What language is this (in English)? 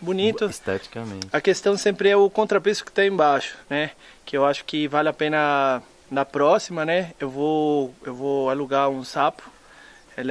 Portuguese